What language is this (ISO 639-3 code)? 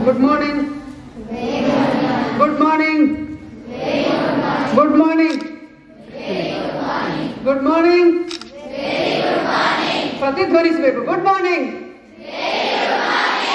kan